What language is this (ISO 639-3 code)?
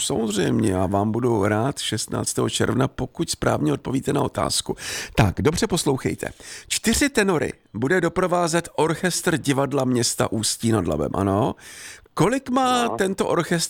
ces